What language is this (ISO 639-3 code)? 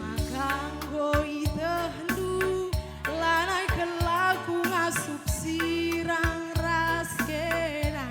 btx